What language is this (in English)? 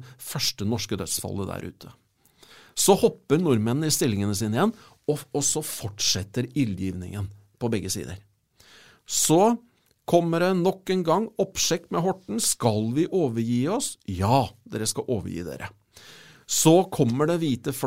Norwegian